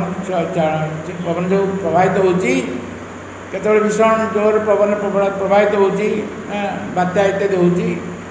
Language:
Odia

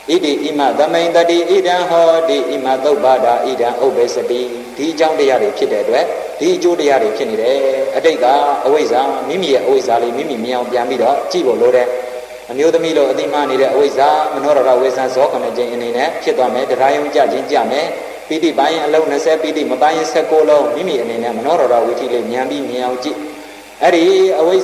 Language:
Burmese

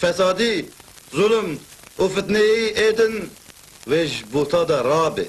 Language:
Kurdish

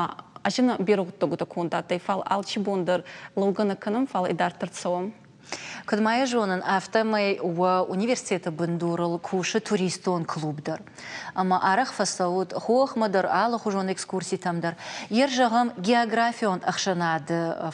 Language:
Ossetic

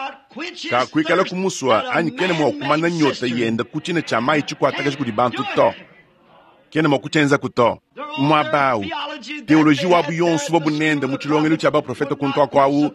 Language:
Luba-Lulua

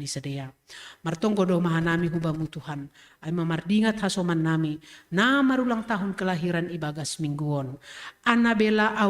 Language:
Batak Simalungun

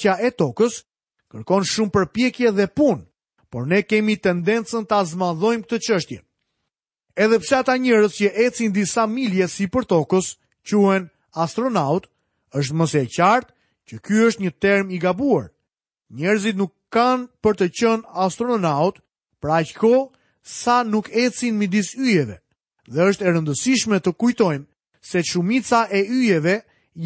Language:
Albanian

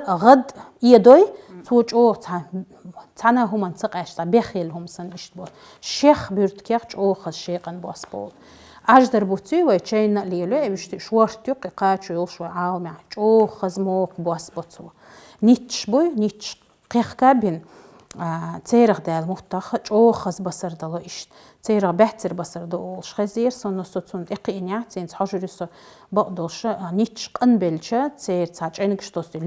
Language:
Chechen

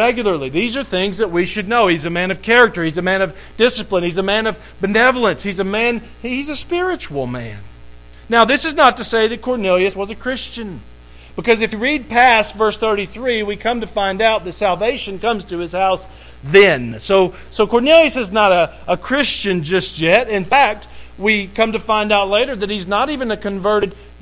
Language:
English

